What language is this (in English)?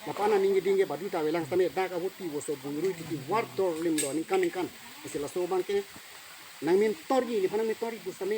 Karbi